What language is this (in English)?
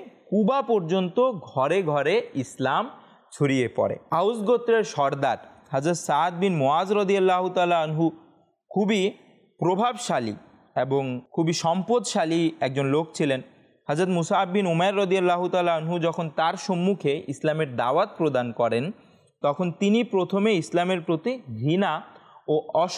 Bangla